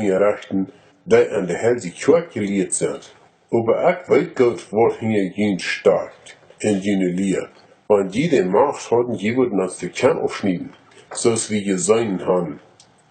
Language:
Plautdietsch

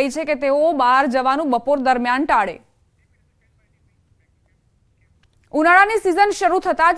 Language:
Gujarati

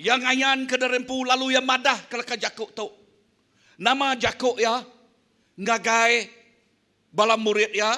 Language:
Iban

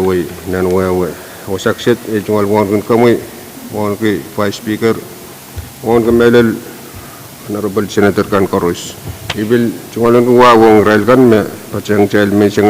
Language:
Pohnpeian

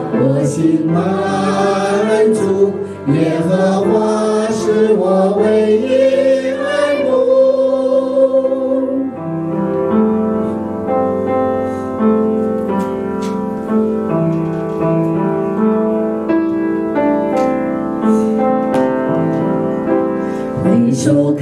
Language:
Chinese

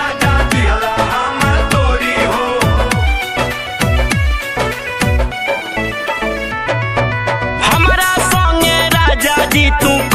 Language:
Bhojpuri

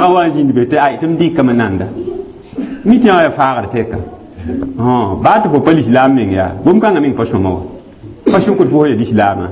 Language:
Mossi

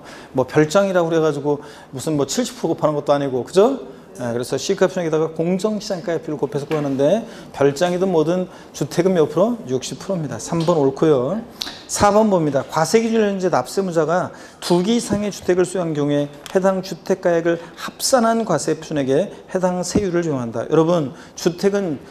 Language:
Korean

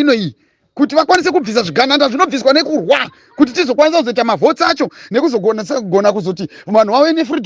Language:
Shona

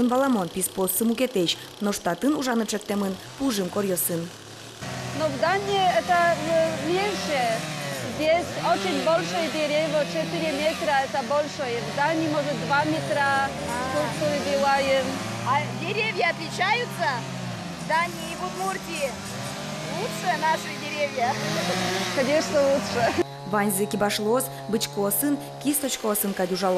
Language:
Udmurt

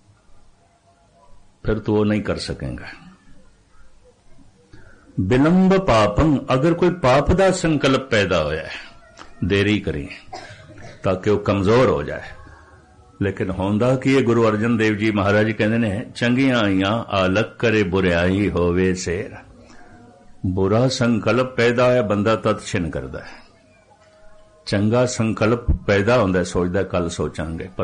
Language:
Punjabi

